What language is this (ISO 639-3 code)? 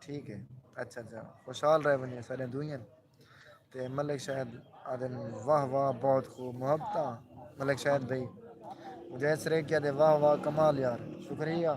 skr